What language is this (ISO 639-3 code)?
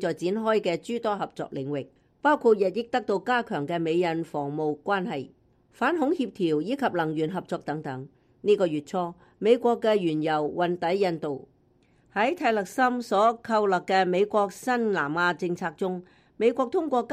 yue